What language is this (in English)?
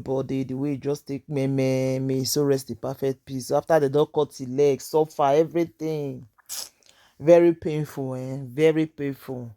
Nigerian Pidgin